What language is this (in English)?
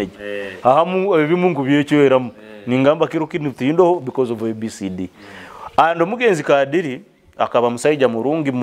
Nyoro